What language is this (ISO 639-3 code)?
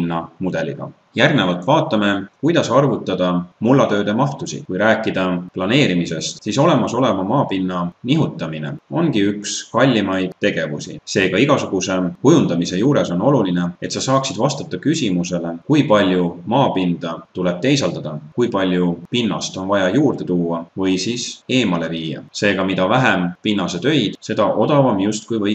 est